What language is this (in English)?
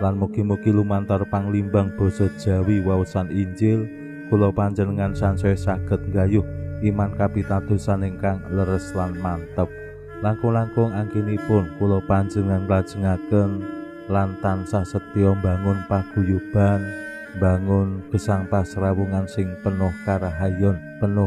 Javanese